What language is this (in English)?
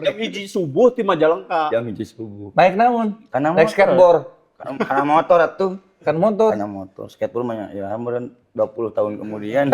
Sundanese